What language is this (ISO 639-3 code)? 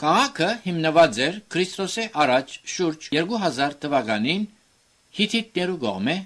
hye